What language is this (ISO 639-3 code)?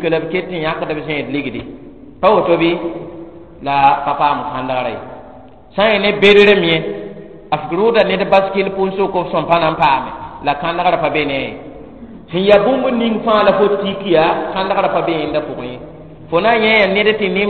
mos